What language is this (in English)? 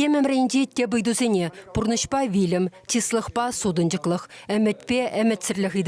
Chuvash